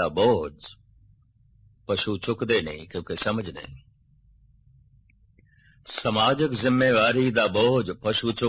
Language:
Punjabi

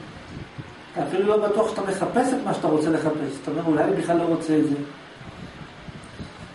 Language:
Hebrew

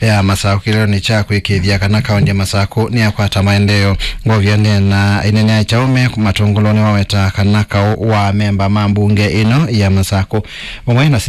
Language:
Kamba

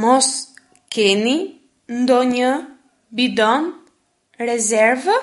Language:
Albanian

